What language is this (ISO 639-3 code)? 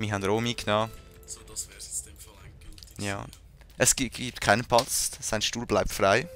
gsw